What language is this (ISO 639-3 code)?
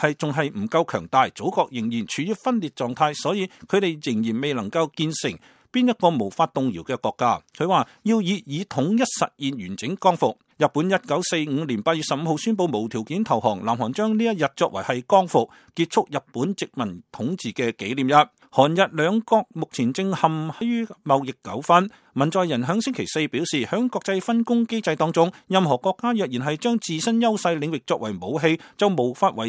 yue